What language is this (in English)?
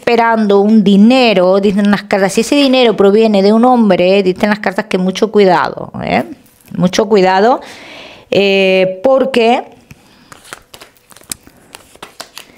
Spanish